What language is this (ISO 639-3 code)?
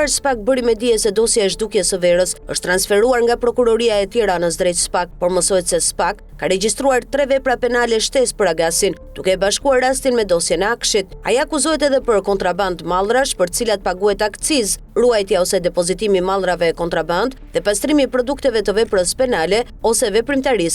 sqi